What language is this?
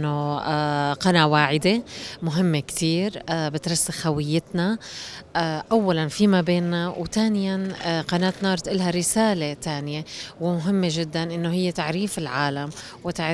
North Levantine Arabic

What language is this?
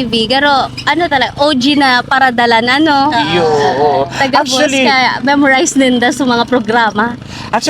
Bikol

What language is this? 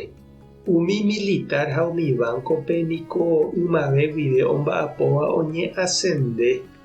Guarani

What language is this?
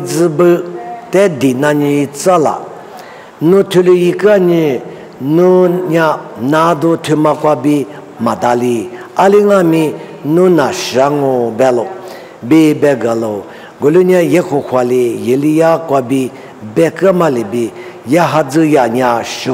Lisu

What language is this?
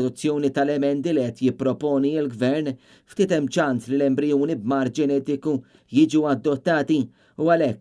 Maltese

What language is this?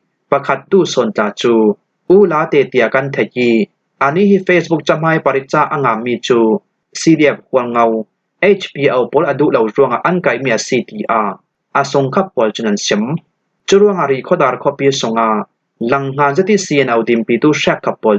Hakha Chin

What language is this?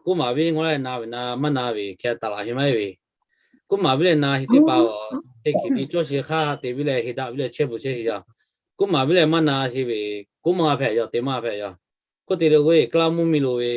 Lahu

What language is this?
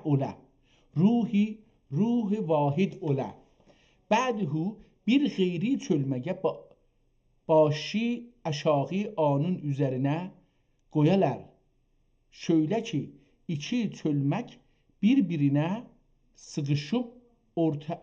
South Azerbaijani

